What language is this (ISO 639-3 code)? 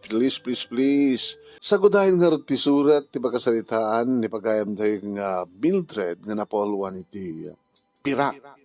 ilo